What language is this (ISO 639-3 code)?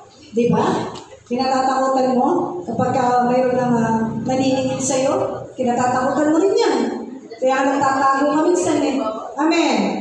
fil